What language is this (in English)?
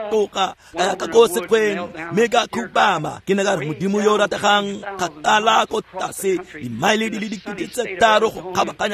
Tswana